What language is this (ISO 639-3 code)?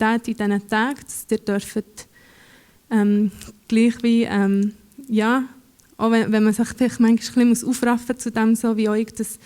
gsw